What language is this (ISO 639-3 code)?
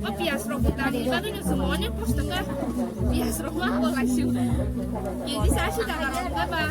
trp